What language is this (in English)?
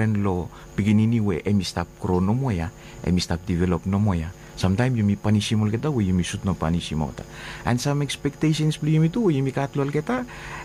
Bislama